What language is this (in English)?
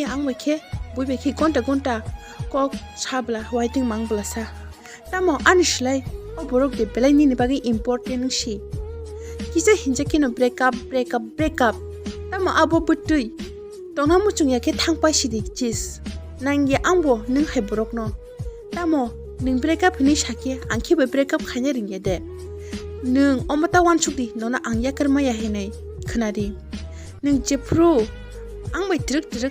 Kok Borok